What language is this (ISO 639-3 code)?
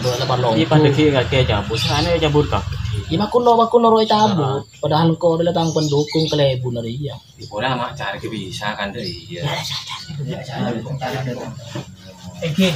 mad